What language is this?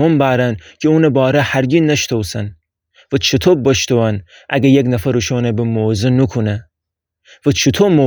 Gilaki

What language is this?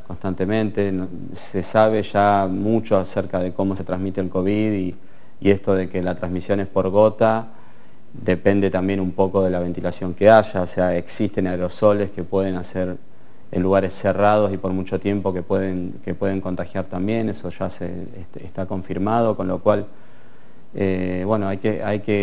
Spanish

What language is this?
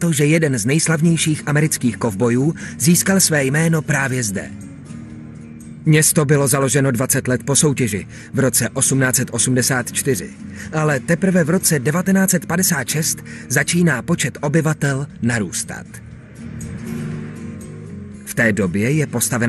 Czech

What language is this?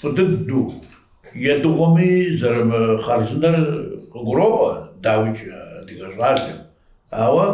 Kabardian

